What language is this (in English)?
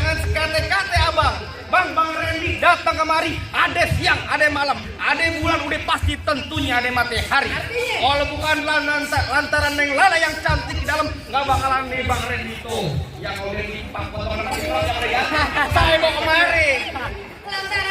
Betawi